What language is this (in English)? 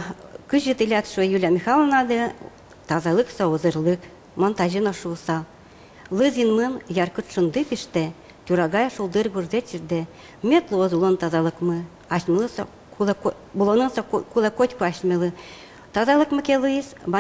Udmurt